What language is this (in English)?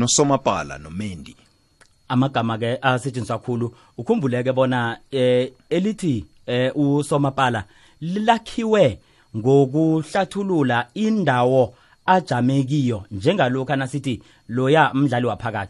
South Ndebele